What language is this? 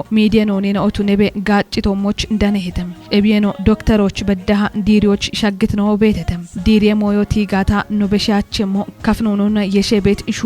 Kafa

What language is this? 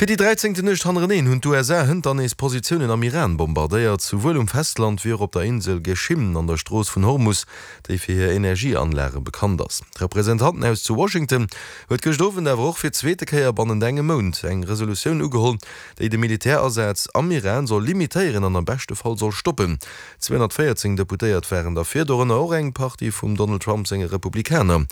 Luxembourgish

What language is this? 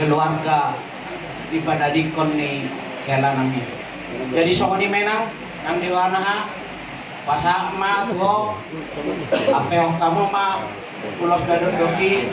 Batak Toba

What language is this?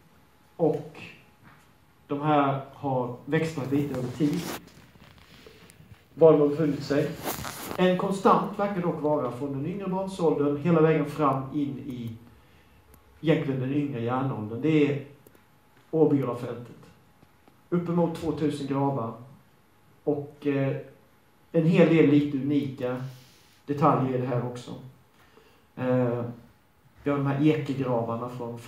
Swedish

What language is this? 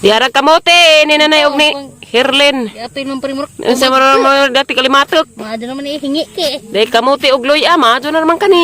Cebuano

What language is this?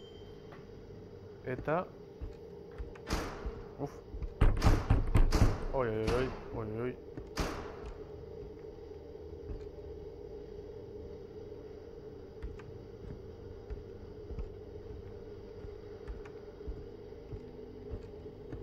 Basque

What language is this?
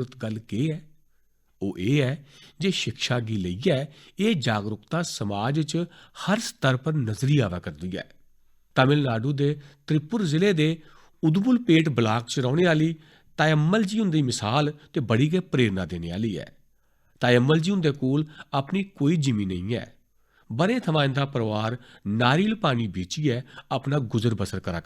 Dogri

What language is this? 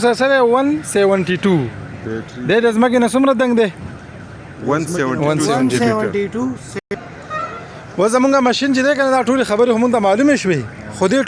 Pashto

